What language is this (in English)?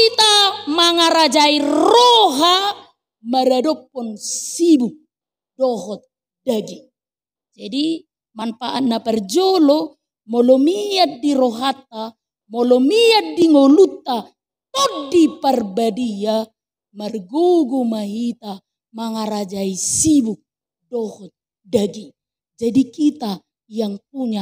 Batak Toba